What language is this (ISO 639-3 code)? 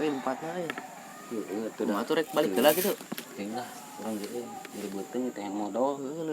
sun